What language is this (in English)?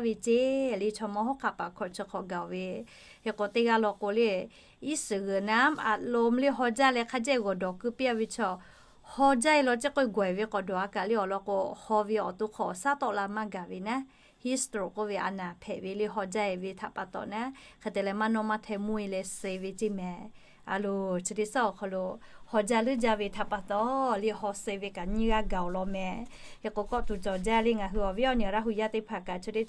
Lahu